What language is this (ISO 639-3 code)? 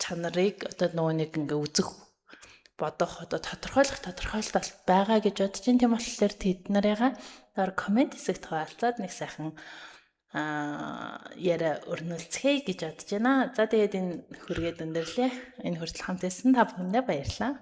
mon